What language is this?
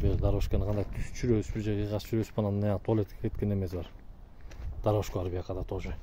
Kyrgyz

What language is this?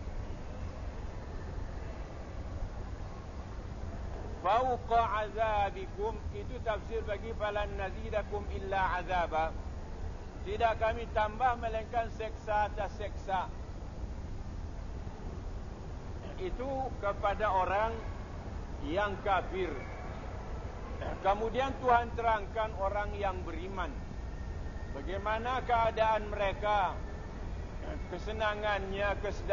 Malay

